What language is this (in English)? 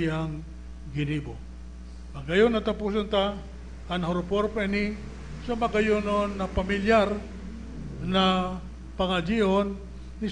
Bikol